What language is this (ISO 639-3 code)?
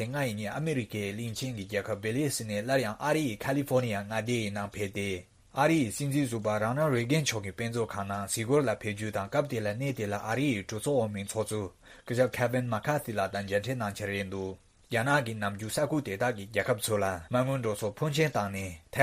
bod